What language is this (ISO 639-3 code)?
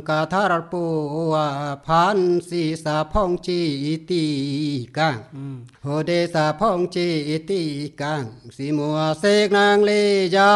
mjw